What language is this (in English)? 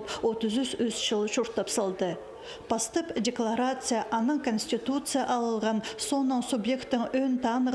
Khakas